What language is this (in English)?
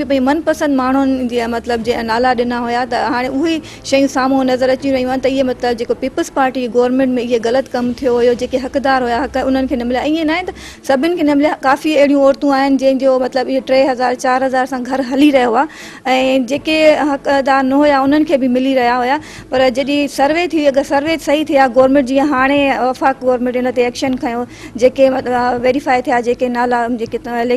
Sindhi